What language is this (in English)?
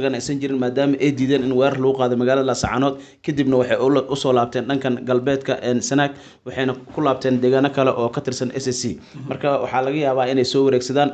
Somali